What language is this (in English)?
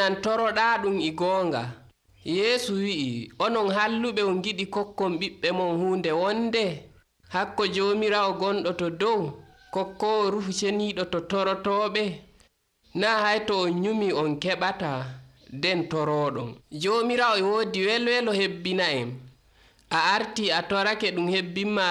Nigerian Fulfulde